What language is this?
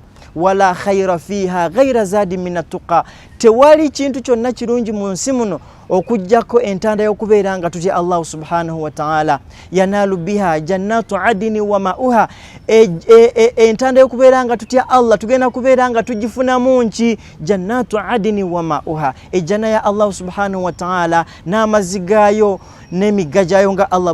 Ganda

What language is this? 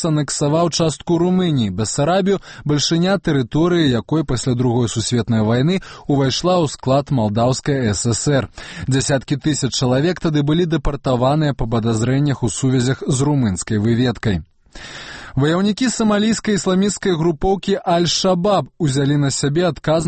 Belarusian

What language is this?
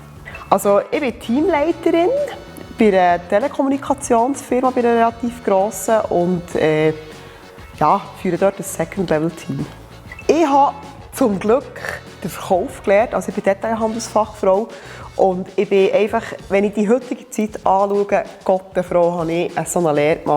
Swiss German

